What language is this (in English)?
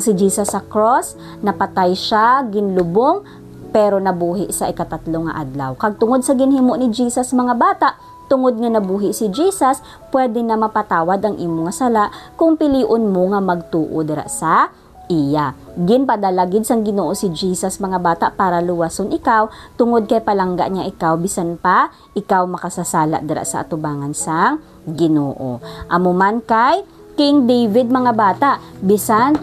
Hiligaynon